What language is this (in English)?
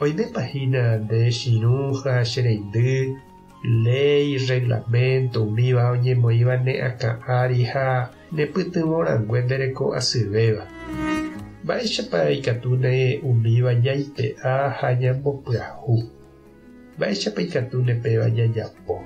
Guarani